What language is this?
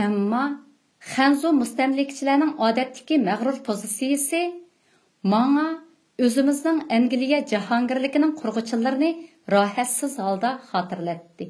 Uyghur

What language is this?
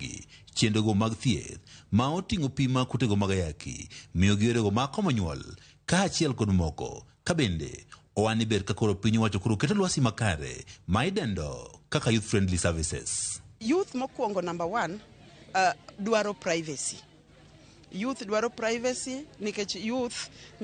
Luo (Kenya and Tanzania)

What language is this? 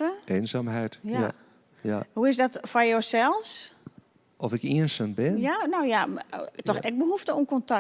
Western Frisian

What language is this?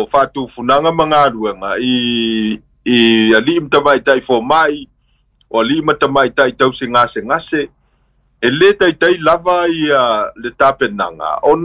Samoan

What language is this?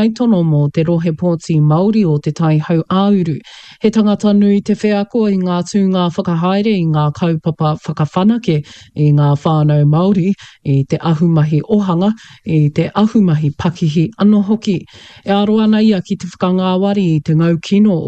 Māori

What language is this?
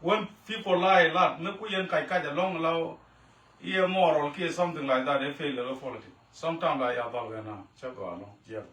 Nuer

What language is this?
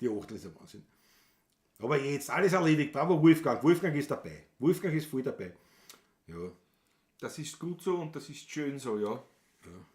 Bavarian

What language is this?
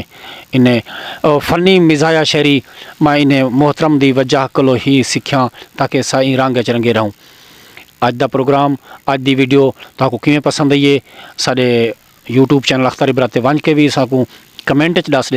Saraiki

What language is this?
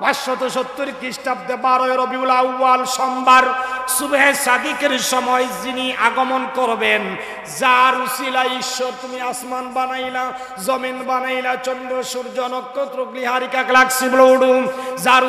Sylheti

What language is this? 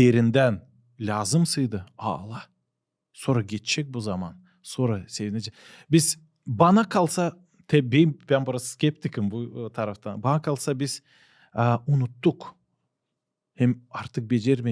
Gagauz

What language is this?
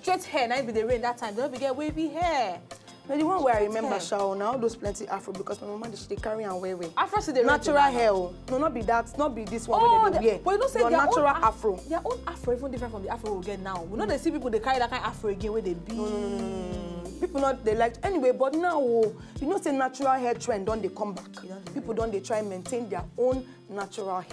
Nigerian Pidgin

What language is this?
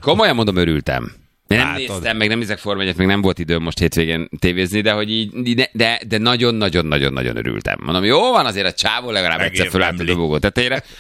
Hungarian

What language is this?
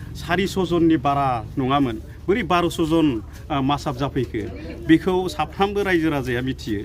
Bodo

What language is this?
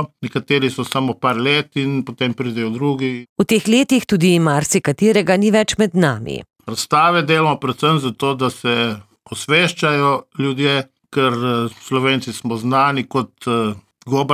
Slovenian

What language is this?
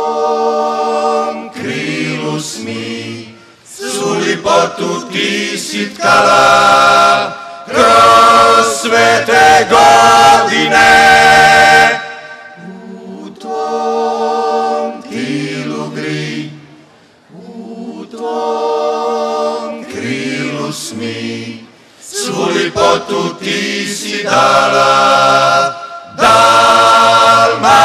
Croatian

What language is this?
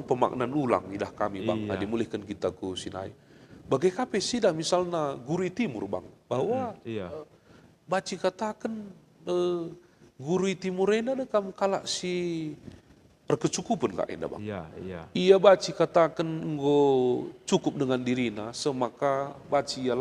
Batak Karo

